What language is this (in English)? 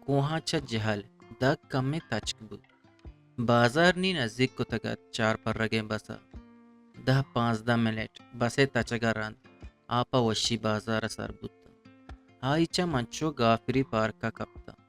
Eastern Balochi